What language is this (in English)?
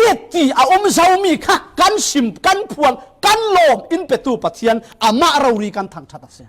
Falam Chin